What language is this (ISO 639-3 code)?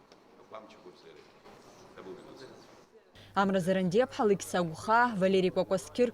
abk